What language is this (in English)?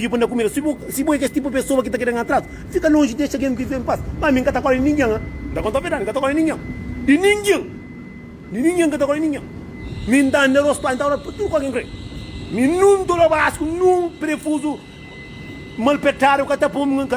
Kabuverdianu